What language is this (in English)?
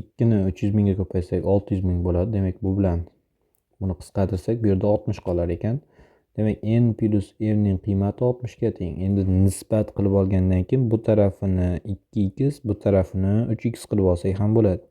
Uzbek